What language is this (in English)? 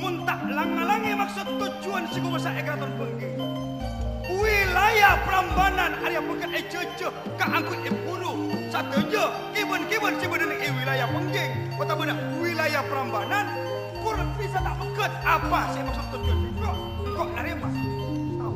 Madurese